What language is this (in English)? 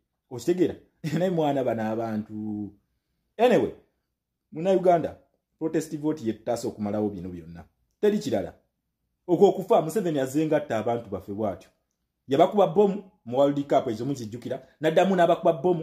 Ganda